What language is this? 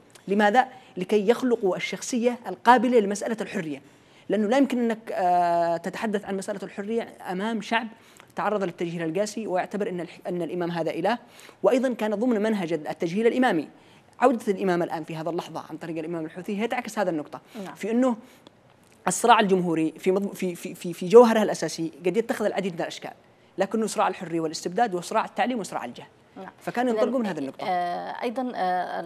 Arabic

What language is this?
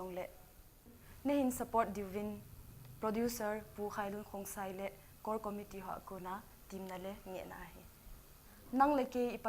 Thado Chin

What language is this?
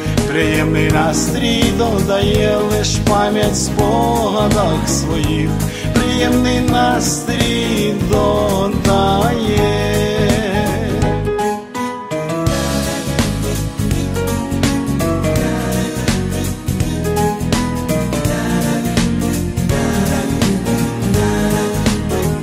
Ukrainian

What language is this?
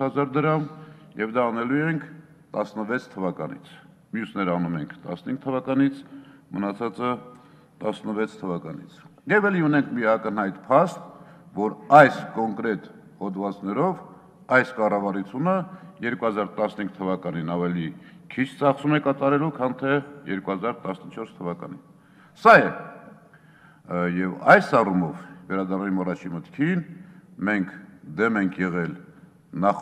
Armenian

